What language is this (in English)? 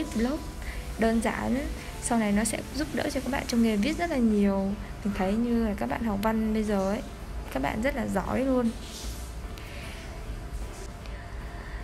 Vietnamese